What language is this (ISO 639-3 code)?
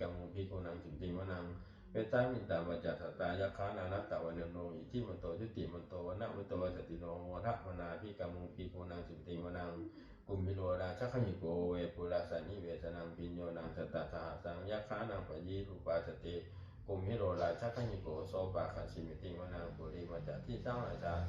pli